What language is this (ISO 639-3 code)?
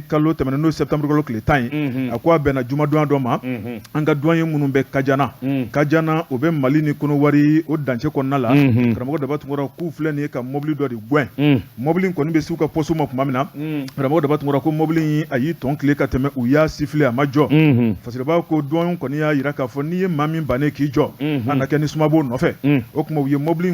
bam